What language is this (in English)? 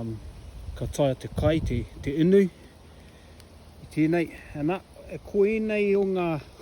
Māori